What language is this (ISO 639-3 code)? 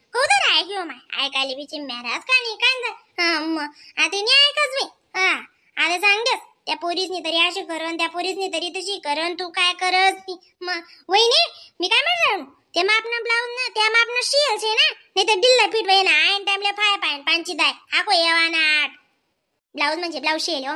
khn